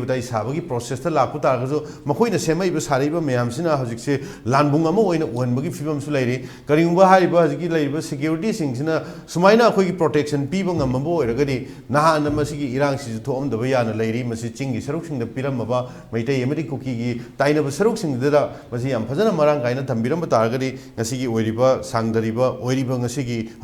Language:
Manipuri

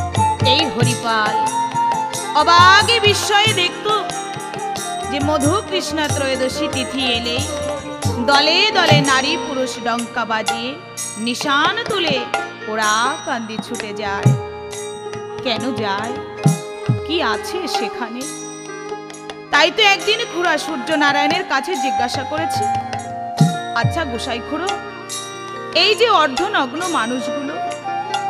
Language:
Bangla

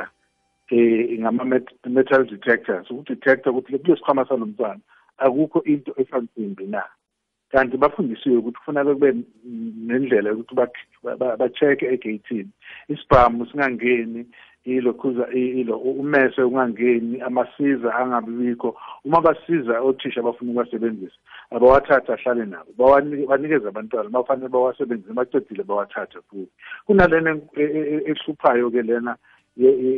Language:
South Ndebele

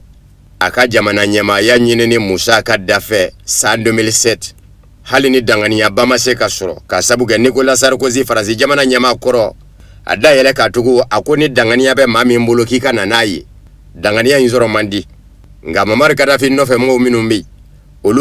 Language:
Bambara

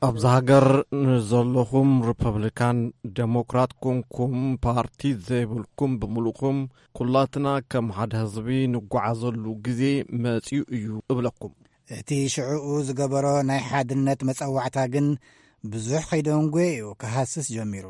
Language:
Tigrinya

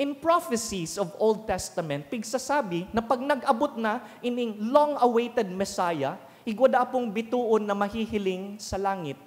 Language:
Bikol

